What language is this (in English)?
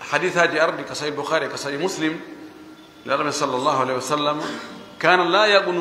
Fula